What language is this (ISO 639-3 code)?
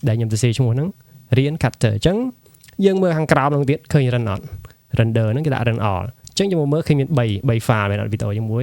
khm